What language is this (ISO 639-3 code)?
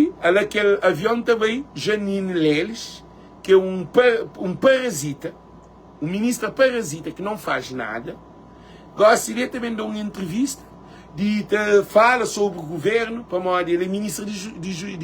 kea